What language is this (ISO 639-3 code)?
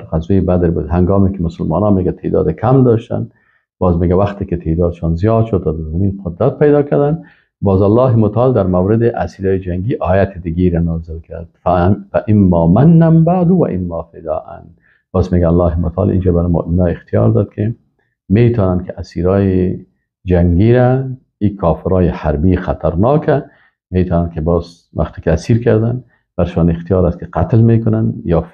fas